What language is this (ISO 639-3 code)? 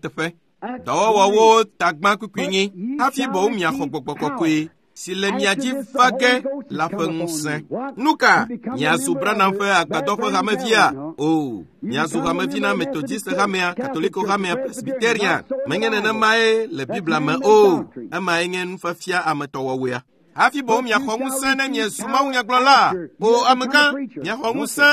ewe